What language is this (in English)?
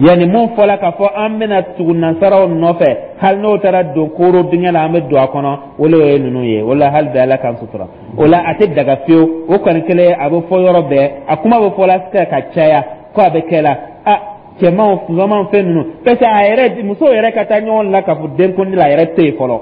Dyula